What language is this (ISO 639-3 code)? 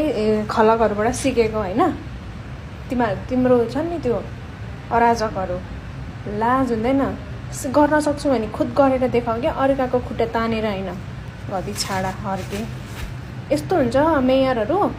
nep